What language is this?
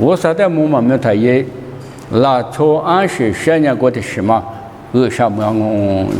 Lisu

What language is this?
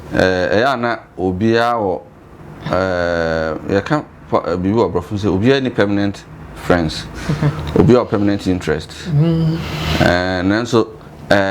Akan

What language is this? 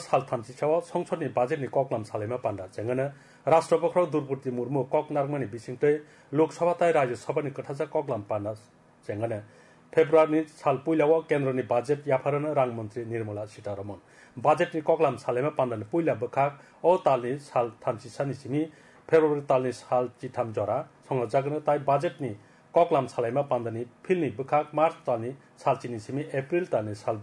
Kok Borok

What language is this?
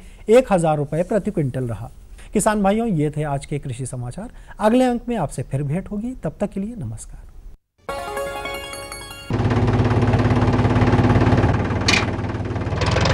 Hindi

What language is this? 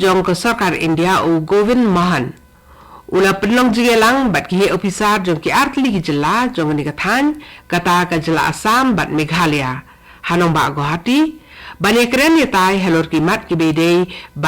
Khasi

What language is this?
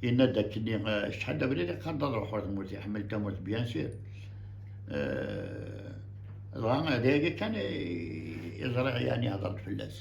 Kabyle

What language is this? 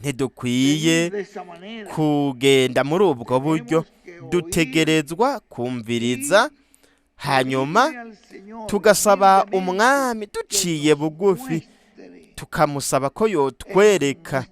Rundi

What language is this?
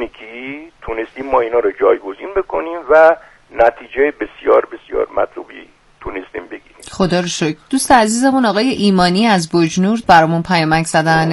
Persian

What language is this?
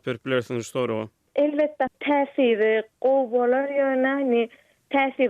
Turkmen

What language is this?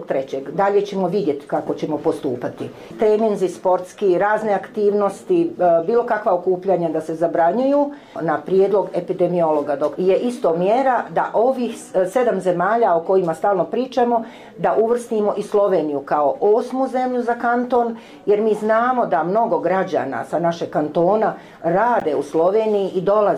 Bosnian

